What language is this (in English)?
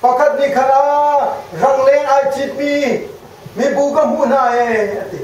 Hakha Chin